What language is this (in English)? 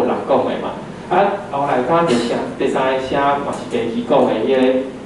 Min Nan Chinese